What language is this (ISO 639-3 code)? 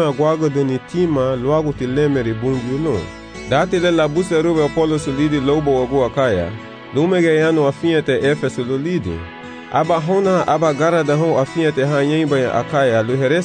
cab